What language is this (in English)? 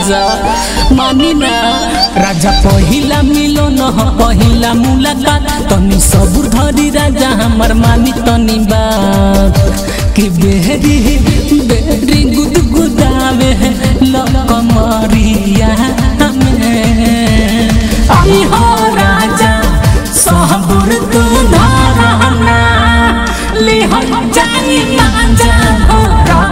Bhojpuri